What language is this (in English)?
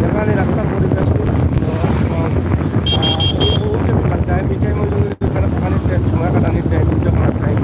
Sylheti